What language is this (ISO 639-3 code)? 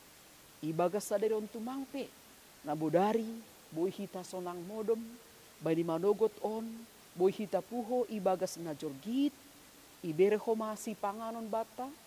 bts